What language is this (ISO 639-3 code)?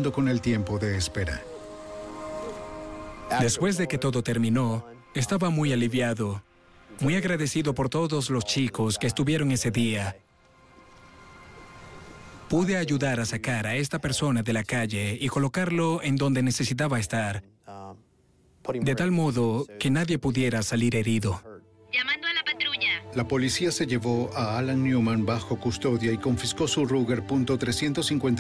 spa